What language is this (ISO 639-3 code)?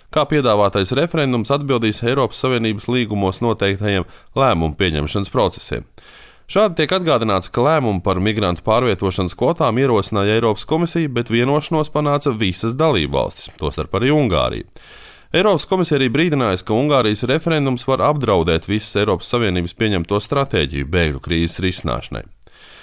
lav